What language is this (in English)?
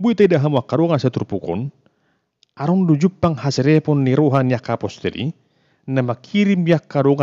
Batak Toba